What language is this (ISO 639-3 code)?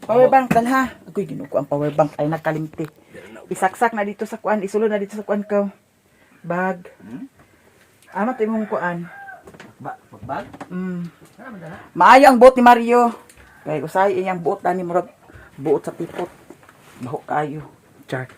ceb